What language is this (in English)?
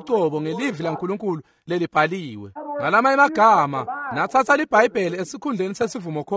Swati